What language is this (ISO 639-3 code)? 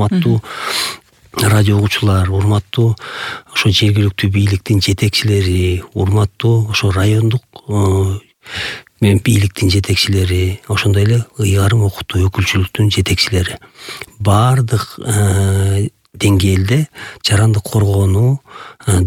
kir